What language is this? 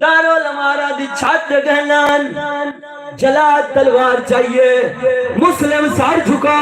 Saraiki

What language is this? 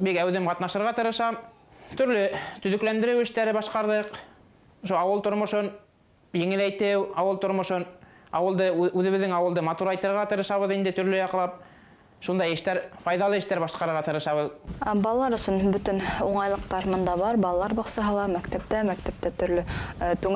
Bashkir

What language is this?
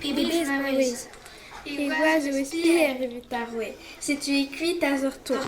Breton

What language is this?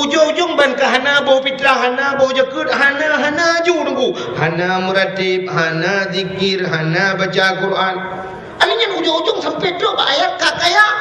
Achinese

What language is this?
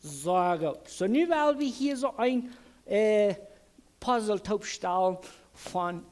Plautdietsch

